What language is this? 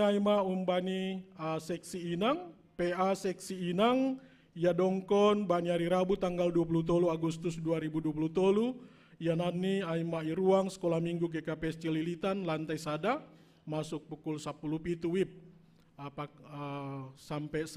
Batak Simalungun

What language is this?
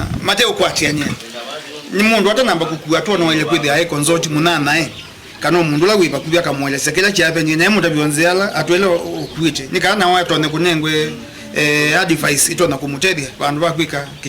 Kamba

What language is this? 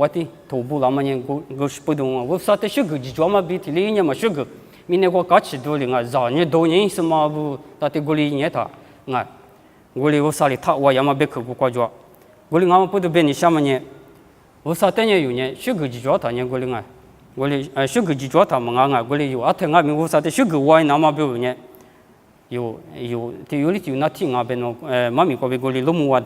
Lisu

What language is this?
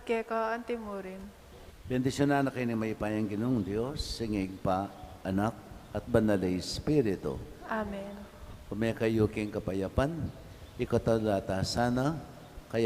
Pampanga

